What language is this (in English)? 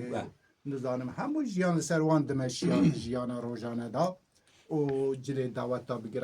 Kurdish